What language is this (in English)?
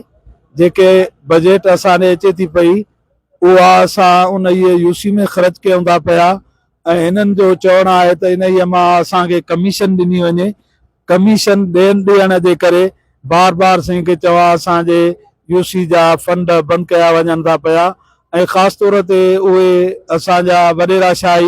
Sindhi